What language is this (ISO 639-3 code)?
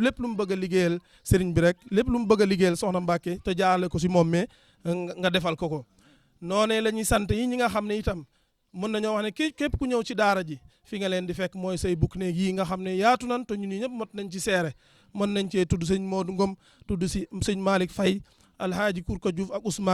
wol